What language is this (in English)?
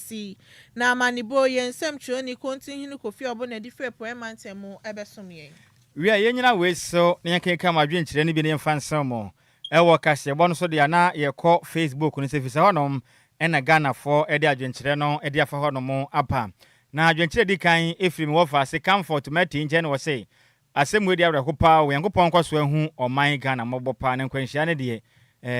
Akan